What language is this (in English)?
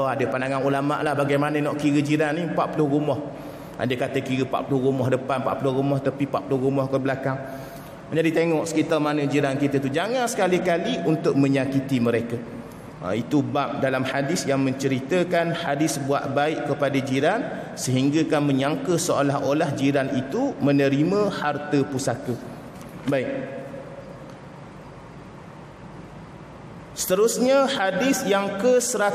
Malay